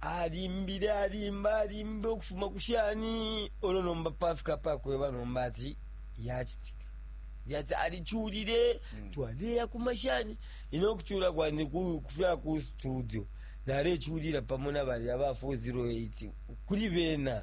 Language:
Bemba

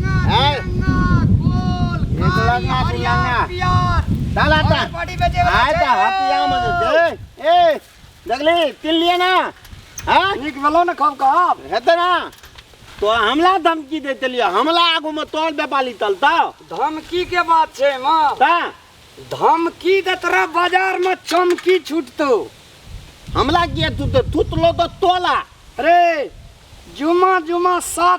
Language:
Maithili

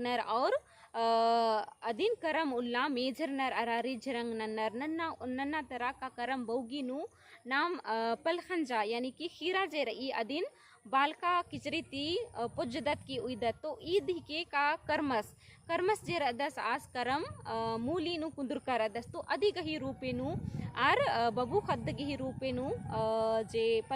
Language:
Kurukh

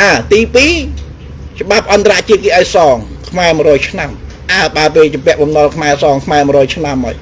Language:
Khmer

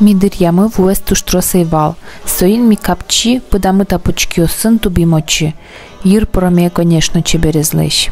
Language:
Udmurt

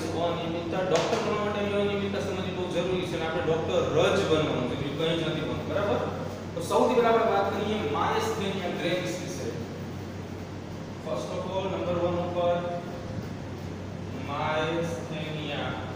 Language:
Gujarati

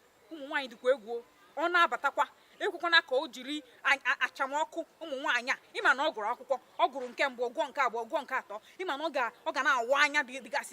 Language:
Igbo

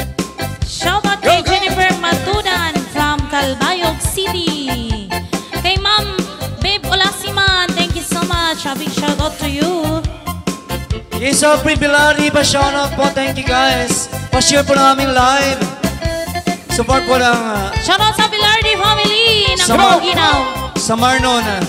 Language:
Filipino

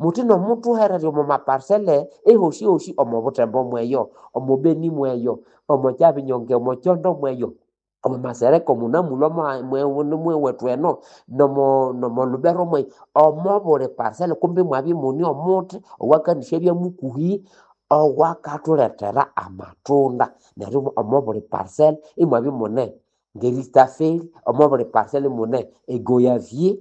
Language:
Nande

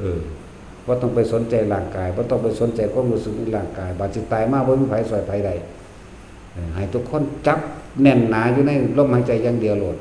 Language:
Lao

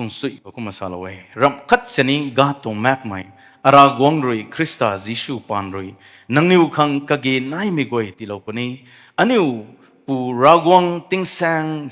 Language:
Rongmei Naga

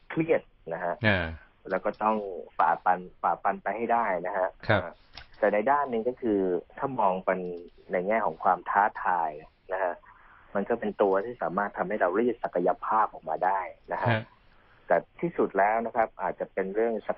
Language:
Thai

